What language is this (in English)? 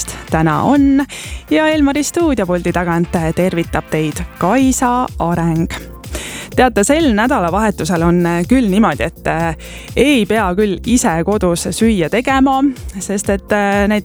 Estonian